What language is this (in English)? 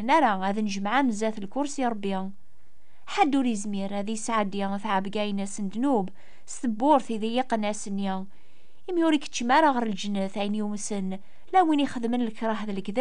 Kabyle